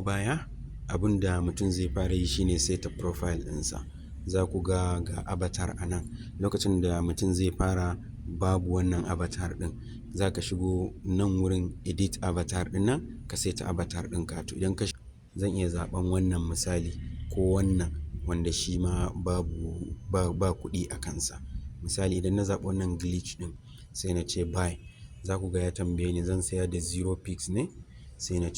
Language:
Hausa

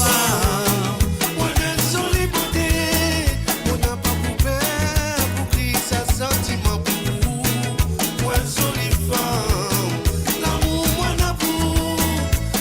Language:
Morisyen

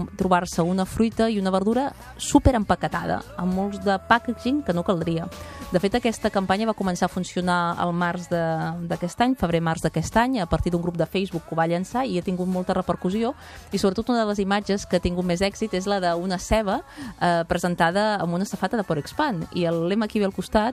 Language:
Catalan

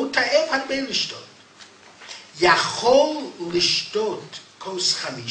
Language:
Hebrew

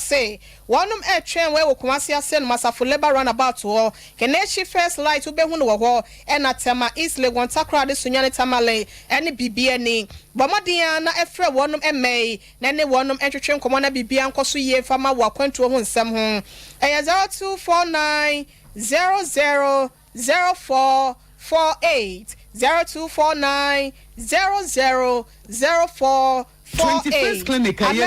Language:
Akan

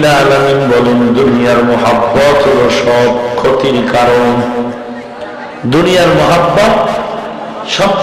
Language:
Bangla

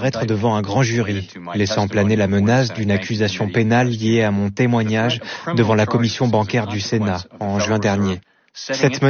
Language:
French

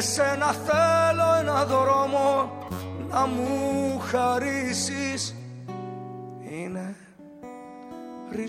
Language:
Greek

